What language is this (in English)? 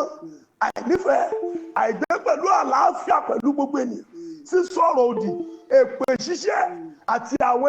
Yoruba